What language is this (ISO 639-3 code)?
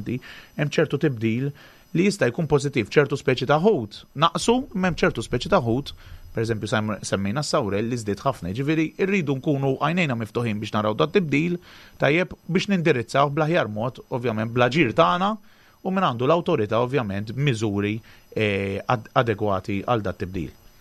mlt